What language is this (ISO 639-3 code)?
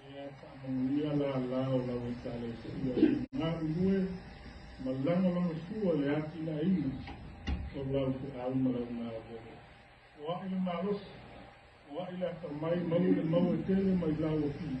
smo